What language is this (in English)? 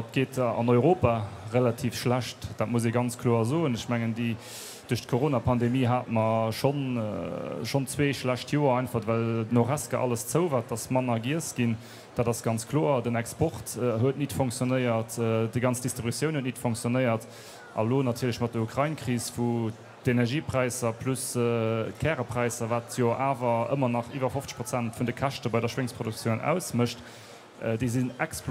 Luxembourgish